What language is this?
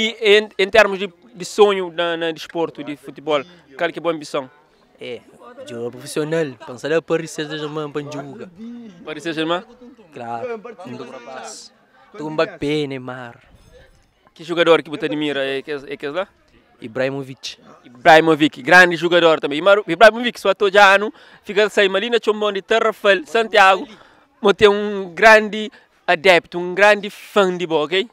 Kabuverdianu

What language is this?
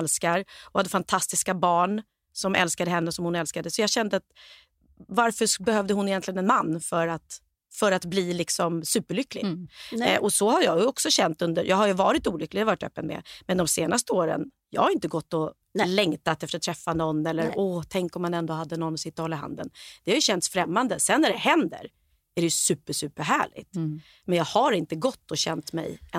Swedish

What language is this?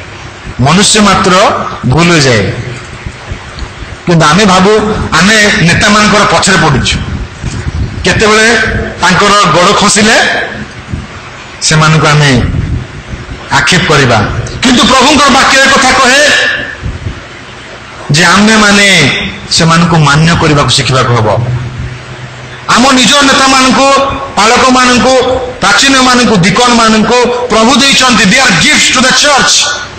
Odia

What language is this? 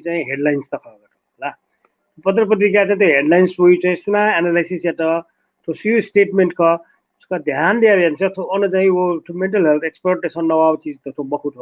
Newari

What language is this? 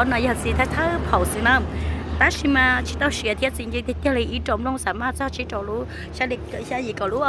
Hmong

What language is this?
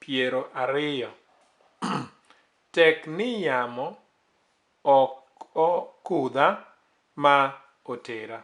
Luo (Kenya and Tanzania)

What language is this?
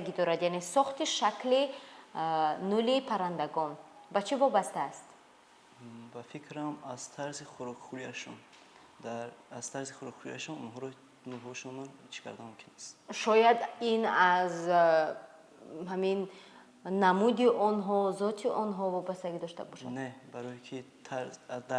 Tajik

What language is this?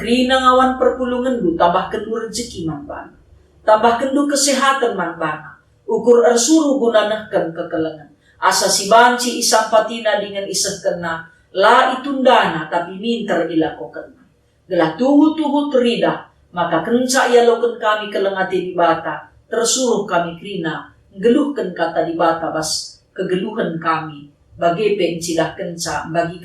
Batak Karo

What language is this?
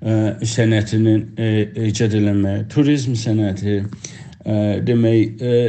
South Azerbaijani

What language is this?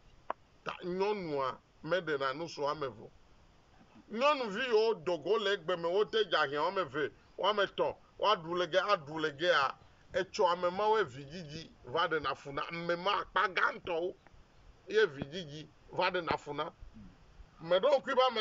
Ewe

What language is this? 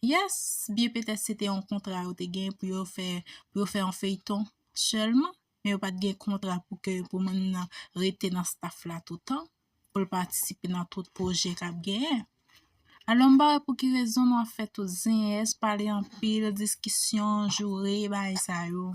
Haitian Creole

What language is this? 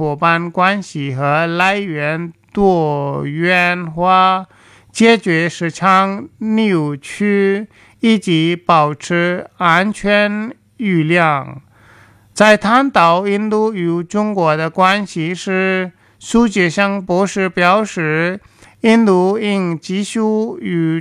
Chinese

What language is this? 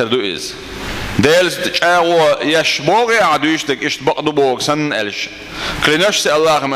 Chechen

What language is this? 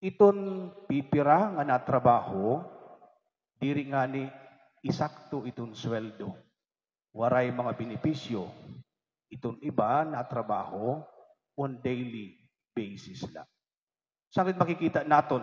Waray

